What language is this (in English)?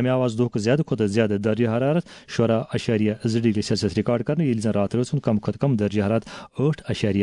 Kashmiri